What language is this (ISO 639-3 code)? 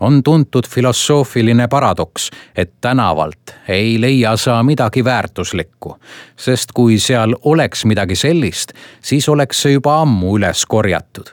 est